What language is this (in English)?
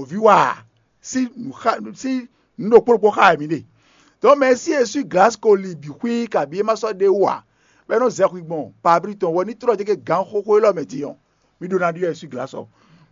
Fon